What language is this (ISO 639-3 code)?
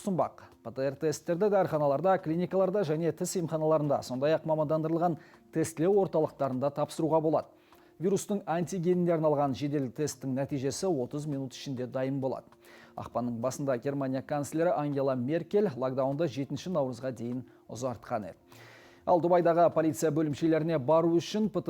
kaz